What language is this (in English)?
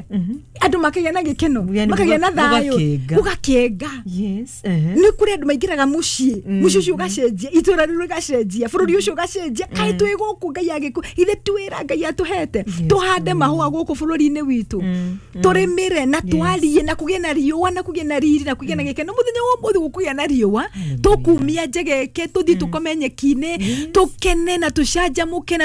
Kikuyu